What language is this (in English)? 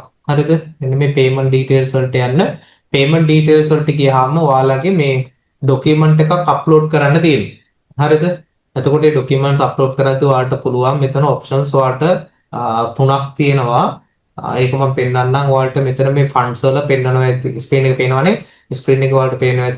Sinhala